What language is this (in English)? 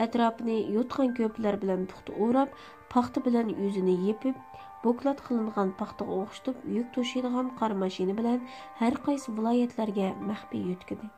Uyghur